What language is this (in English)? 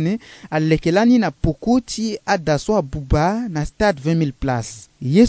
Sango